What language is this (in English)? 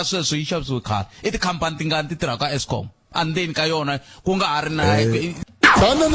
Tsonga